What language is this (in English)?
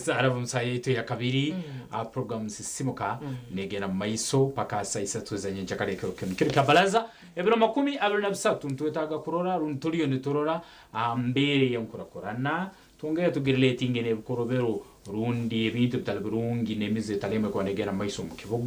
Nyankole